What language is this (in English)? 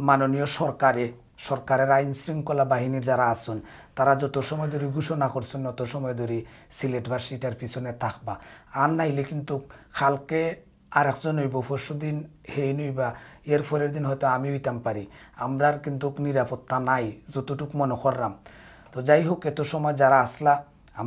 Sylheti